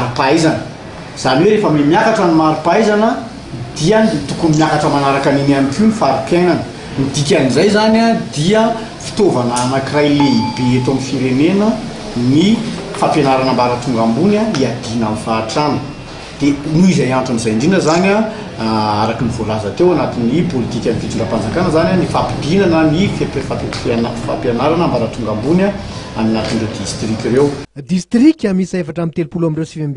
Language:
Malagasy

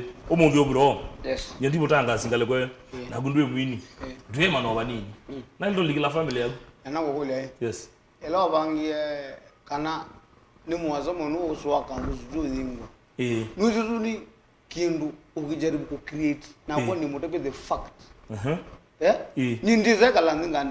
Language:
Kamba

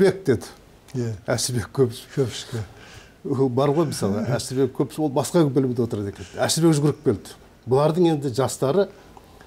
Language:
Kazakh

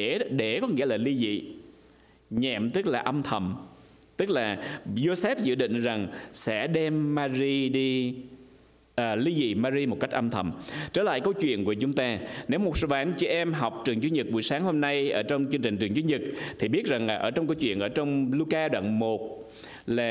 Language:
Vietnamese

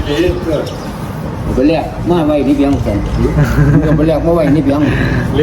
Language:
Northeastern Thai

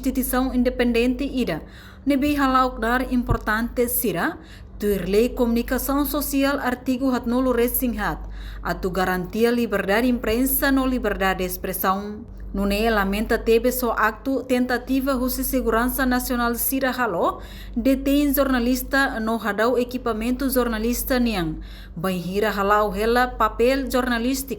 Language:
Tetum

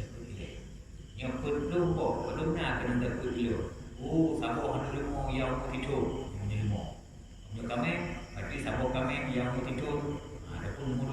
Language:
Achinese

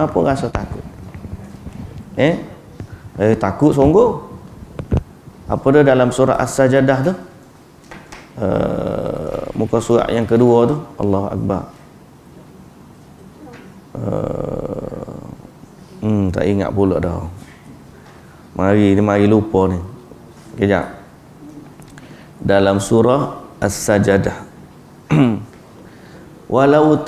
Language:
Malay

